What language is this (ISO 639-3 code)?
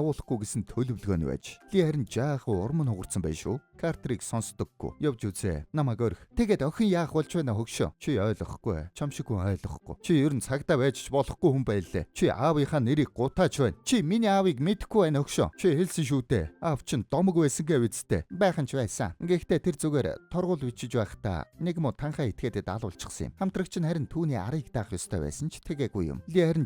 mon